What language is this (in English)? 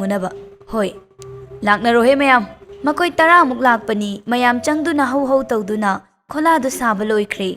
Manipuri